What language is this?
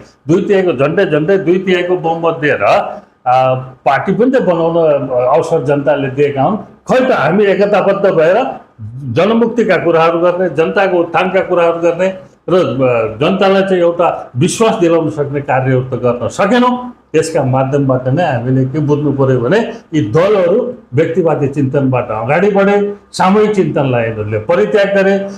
Nepali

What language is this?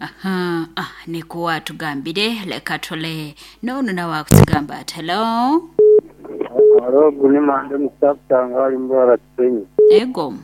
Nyankole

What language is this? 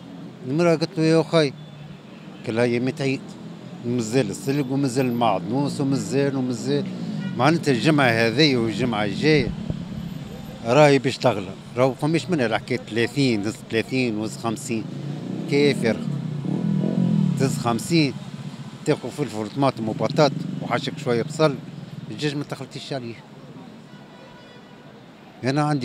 Tunisian Arabic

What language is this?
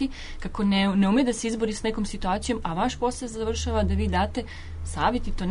Serbian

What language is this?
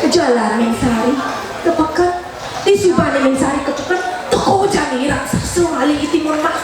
Balinese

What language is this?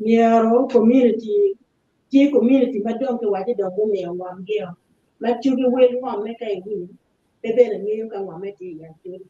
Acoli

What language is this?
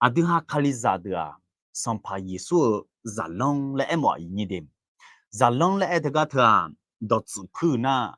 Akha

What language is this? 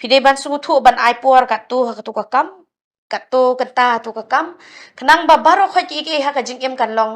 Khasi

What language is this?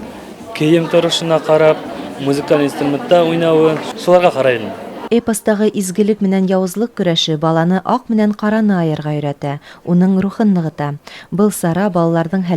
Bashkir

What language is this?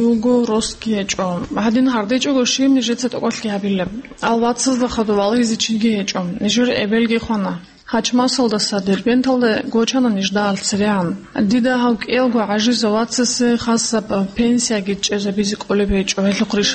Avaric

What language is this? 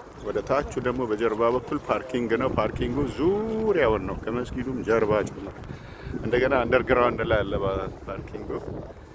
Amharic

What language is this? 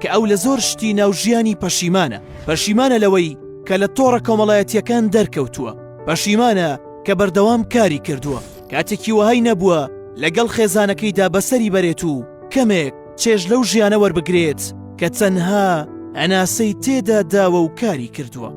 Central Kurdish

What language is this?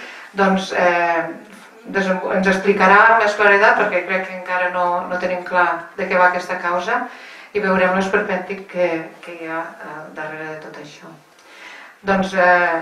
Catalan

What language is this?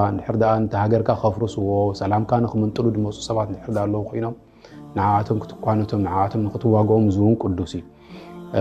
Tigrinya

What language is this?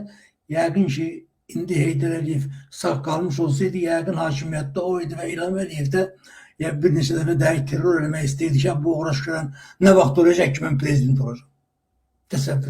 Azerbaijani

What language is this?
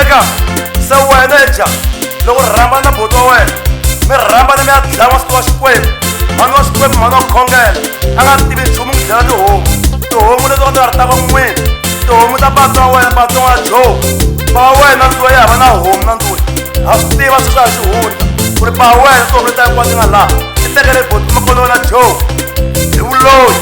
Tsonga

